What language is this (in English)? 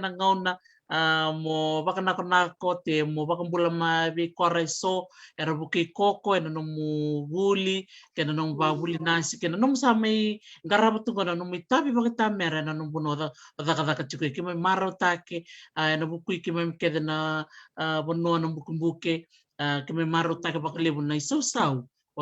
Fijian